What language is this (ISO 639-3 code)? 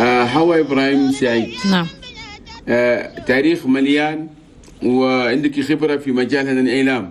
shu